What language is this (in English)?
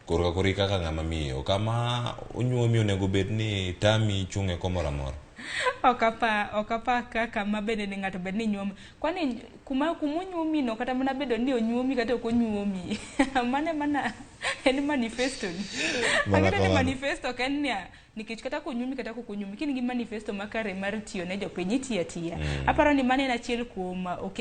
Luo (Kenya and Tanzania)